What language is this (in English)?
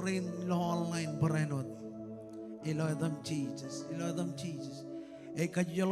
Marshallese